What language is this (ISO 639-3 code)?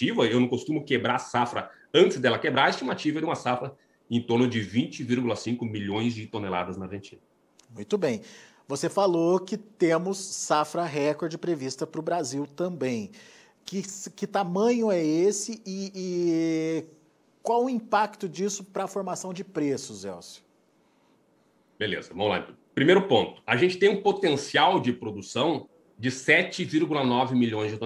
por